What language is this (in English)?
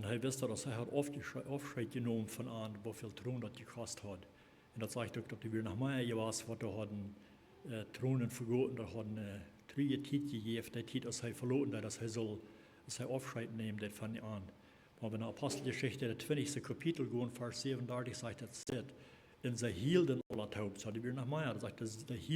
Plautdietsch